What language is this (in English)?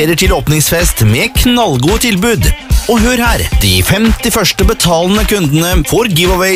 Norwegian